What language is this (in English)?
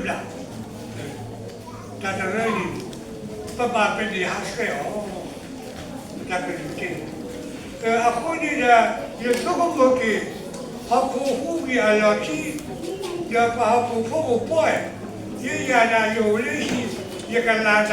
S'gaw Karen